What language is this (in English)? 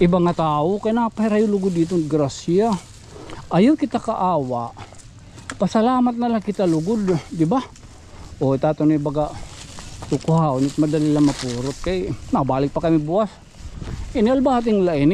Waray